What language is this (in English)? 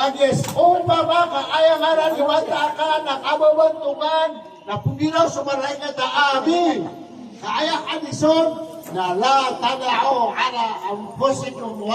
Maranao